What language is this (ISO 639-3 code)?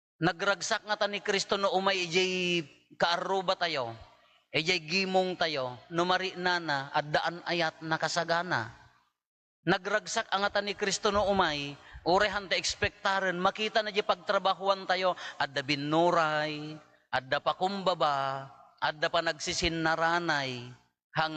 ilo